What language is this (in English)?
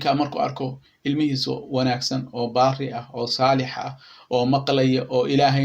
Somali